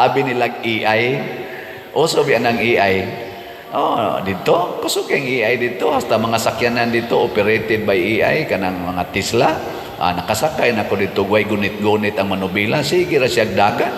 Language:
Cebuano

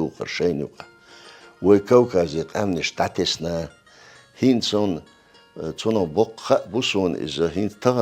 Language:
Chechen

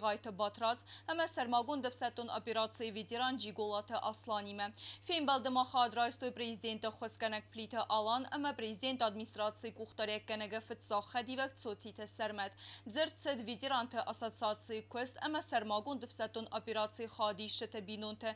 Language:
Ossetic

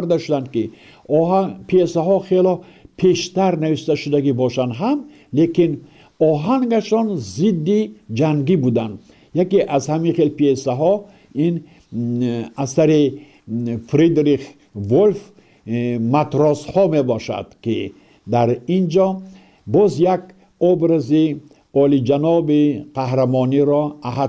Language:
Tajik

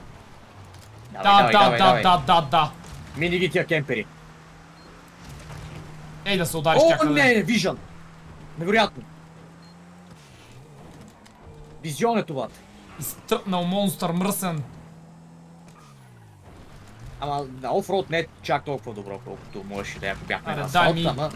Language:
Bulgarian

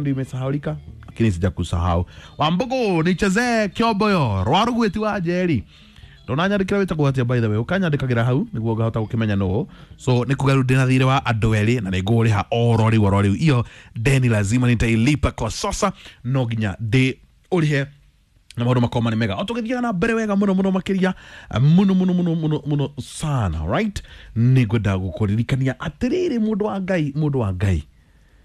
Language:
Kikuyu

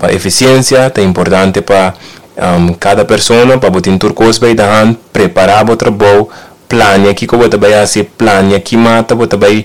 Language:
Papiamento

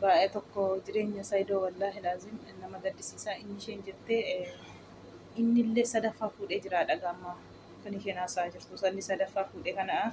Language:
Oromo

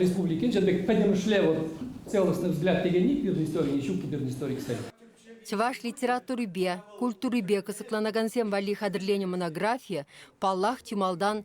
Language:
Chuvash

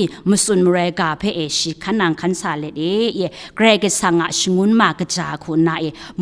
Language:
Kachin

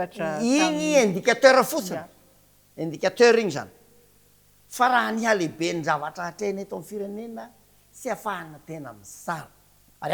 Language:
Malagasy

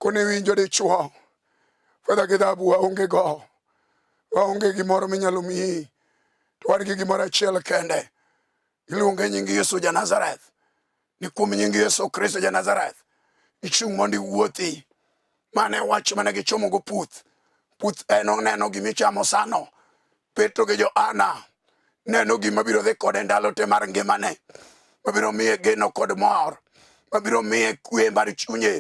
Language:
Luo (Kenya and Tanzania)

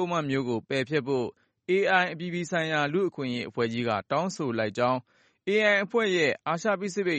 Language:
Burmese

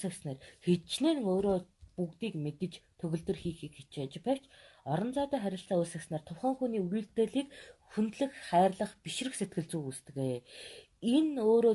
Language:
Mongolian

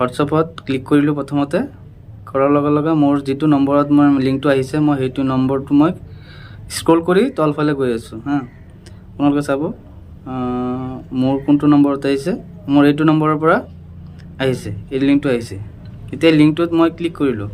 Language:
Assamese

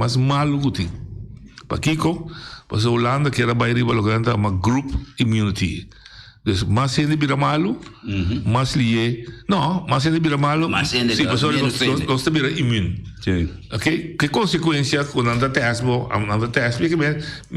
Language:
Papiamento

